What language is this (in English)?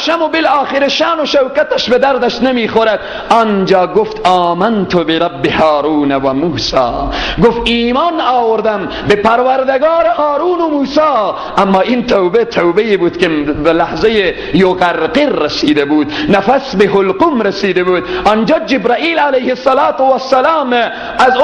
Persian